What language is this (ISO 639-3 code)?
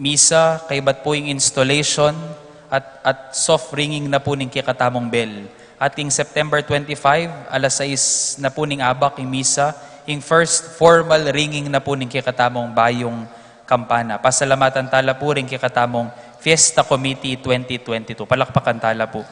pam